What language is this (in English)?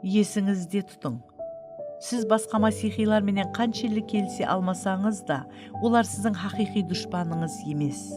Kara-Kalpak